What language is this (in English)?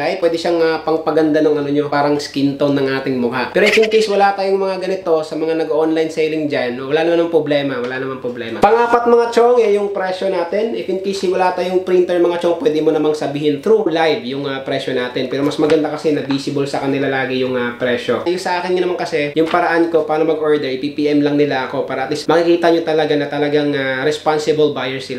Filipino